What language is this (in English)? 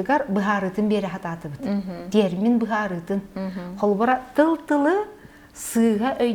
Yakut